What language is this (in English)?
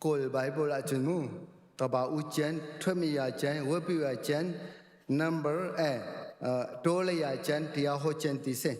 Hakha Chin